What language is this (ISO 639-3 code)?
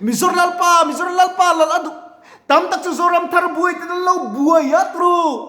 lus